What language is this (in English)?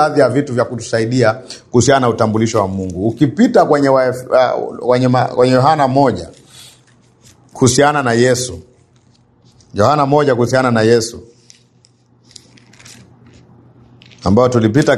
Swahili